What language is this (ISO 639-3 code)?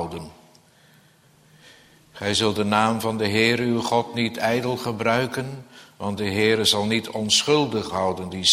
nld